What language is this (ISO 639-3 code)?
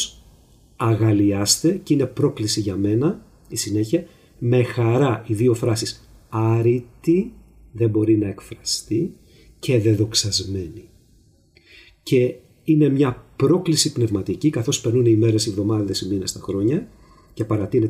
ell